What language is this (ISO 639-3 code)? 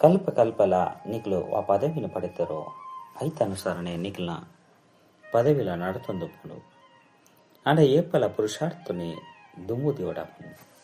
tcy